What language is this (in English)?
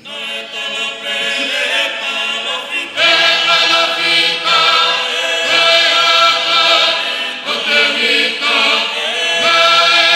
Tongan